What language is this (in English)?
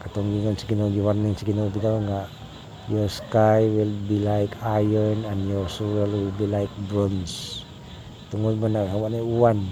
Cebuano